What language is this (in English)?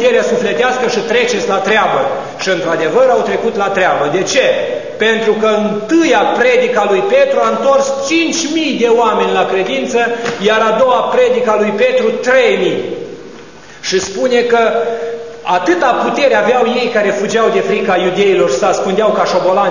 Romanian